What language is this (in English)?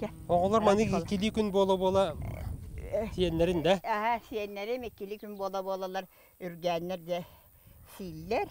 Yakut